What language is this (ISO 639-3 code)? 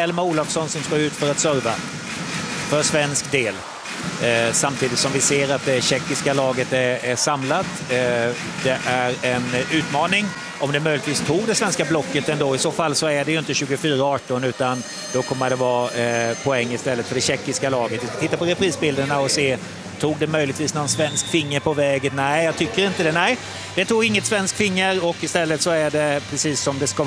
swe